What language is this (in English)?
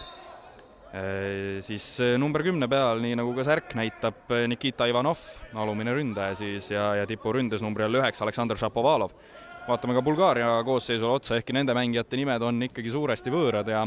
Estonian